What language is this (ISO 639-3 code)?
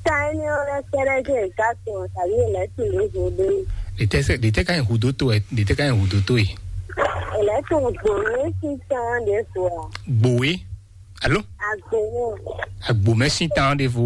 fon